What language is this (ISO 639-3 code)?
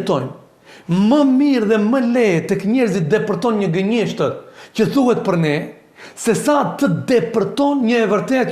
sqi